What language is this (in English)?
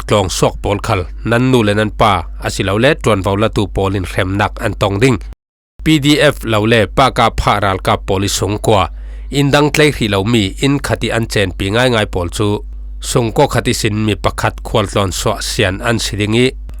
Falam Chin